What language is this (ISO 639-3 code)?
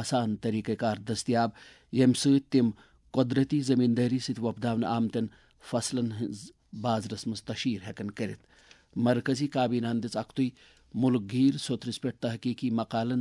kas